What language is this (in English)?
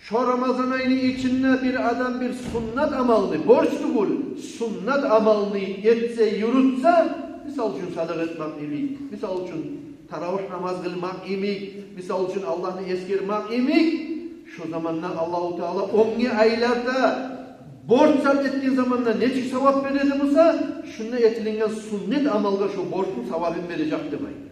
Kumyk